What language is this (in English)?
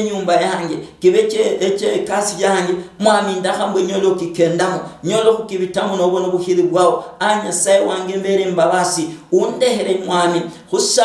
Luyia